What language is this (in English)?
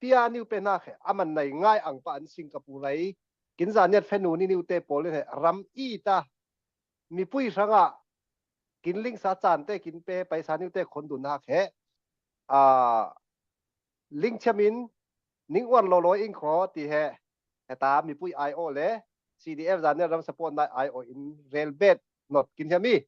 Falam Chin